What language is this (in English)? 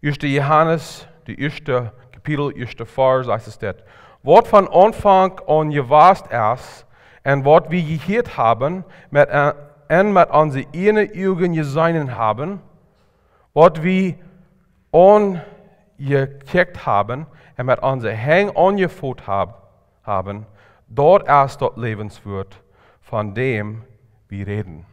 Plautdietsch